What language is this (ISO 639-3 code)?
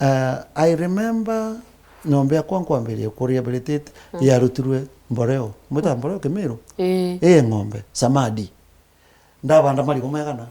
mer